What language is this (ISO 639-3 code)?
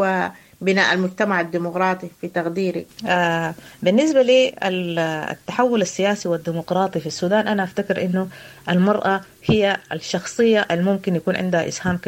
apd